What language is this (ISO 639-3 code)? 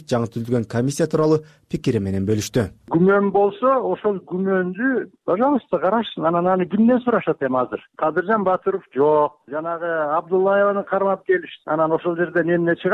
kir